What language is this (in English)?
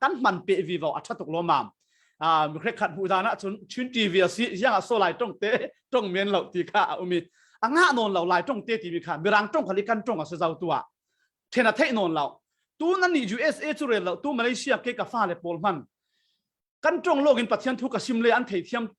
Falam Chin